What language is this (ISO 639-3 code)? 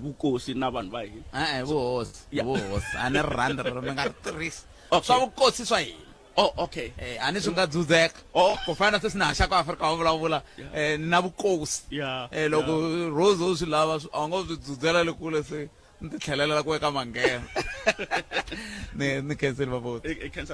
tso